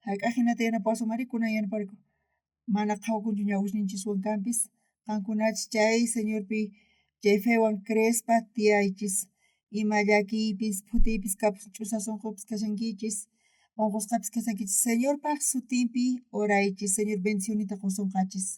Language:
South Bolivian Quechua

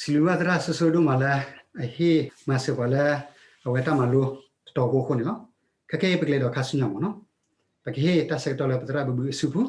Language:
S'gaw Karen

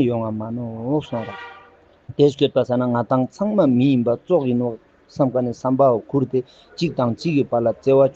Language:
Ladakhi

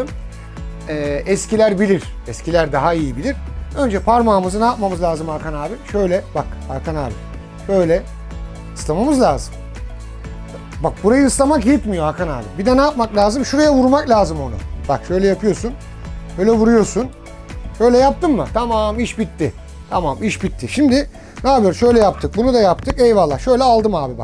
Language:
Turkish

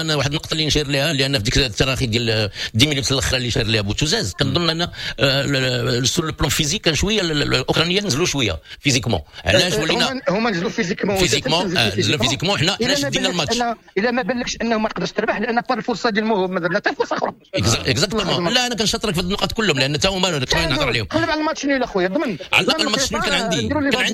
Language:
Moroccan Arabic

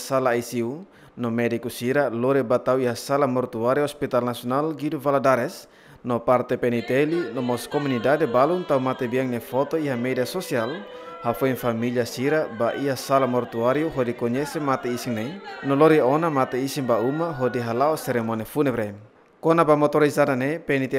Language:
Tetum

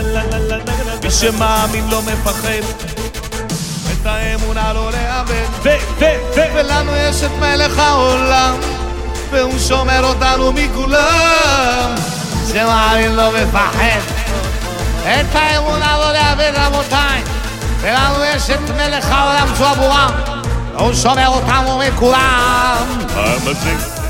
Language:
Hebrew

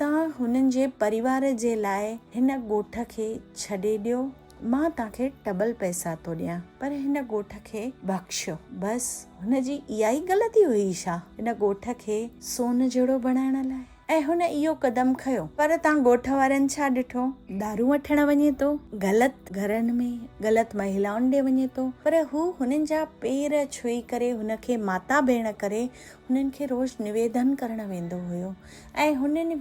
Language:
Sindhi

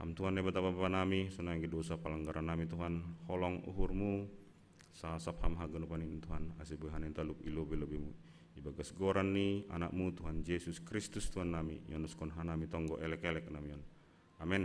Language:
Batak Simalungun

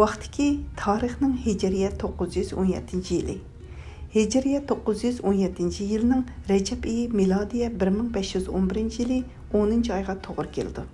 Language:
Uyghur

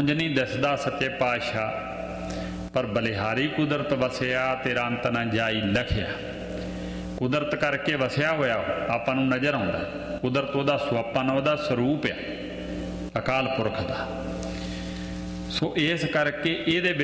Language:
Punjabi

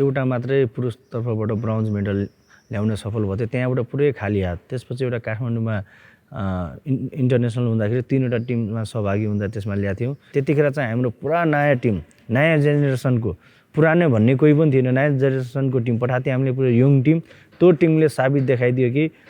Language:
Nepali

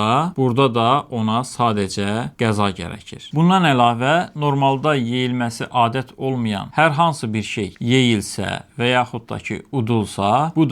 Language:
Azerbaijani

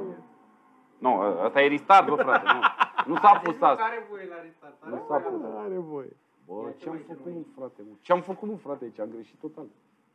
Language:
Romanian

